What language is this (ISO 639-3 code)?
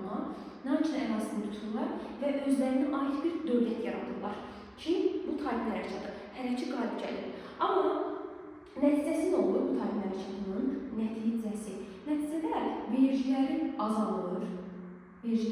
aze